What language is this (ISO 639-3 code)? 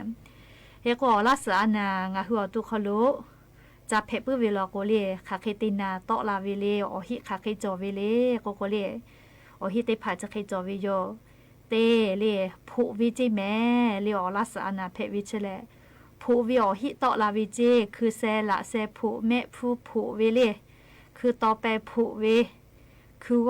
lhu